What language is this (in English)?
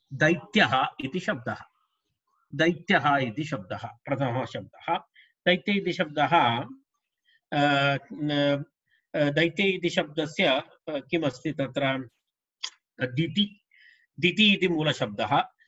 Sanskrit